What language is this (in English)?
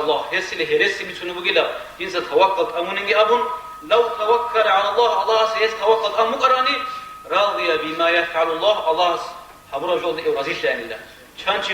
Avaric